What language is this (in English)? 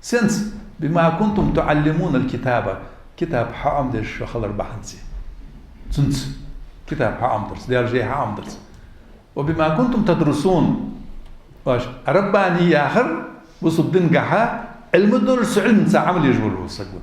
Ingush